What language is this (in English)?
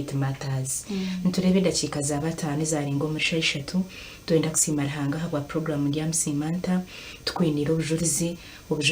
Nyankole